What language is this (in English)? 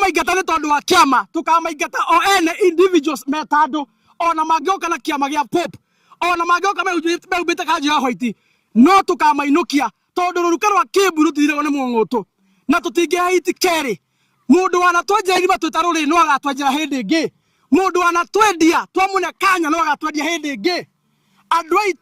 Kikuyu